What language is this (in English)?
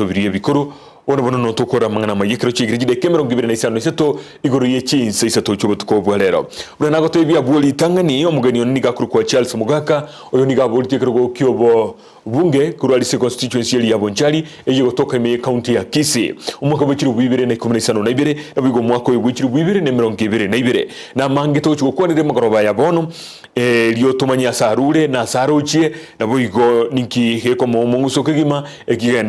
Gusii